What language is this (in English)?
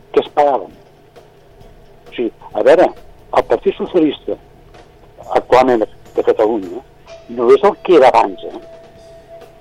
Catalan